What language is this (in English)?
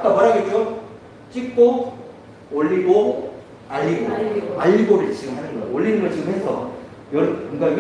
Korean